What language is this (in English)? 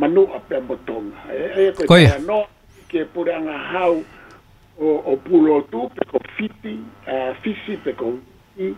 Tongan